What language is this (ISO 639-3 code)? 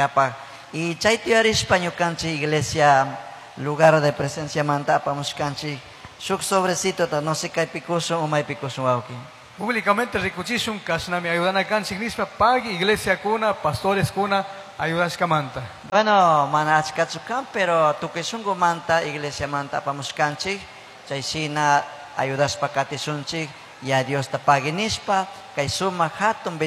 qug